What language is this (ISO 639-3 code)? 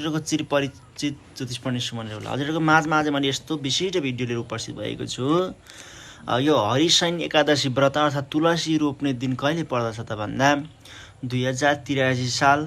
nep